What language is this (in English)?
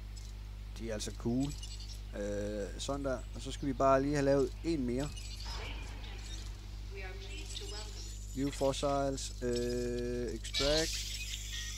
Danish